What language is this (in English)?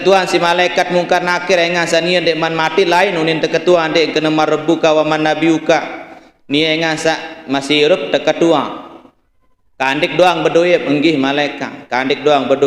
Sasak